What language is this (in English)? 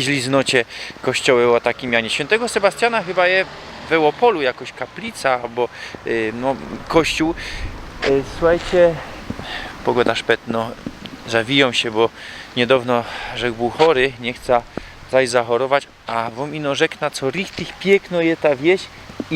Silesian